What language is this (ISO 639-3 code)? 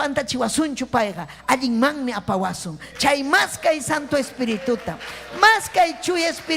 quy